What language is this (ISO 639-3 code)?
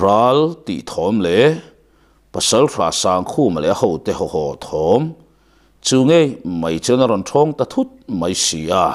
lus